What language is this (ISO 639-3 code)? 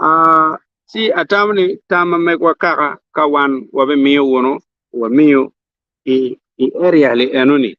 ach